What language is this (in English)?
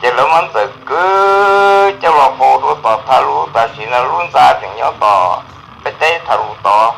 Hmong